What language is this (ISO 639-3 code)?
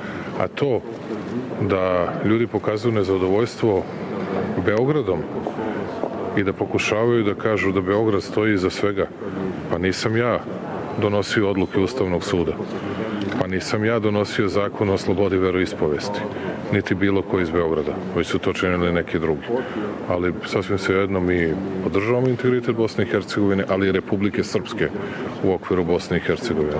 srp